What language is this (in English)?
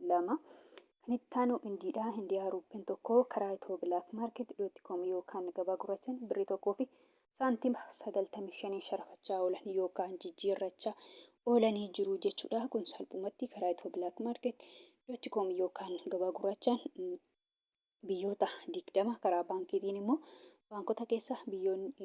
Oromo